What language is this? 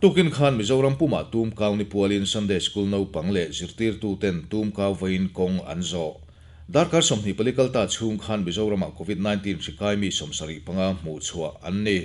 Mizo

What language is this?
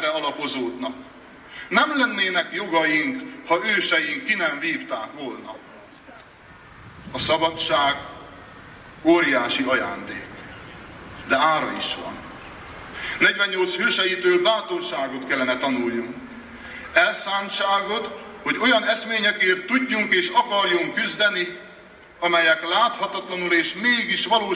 Hungarian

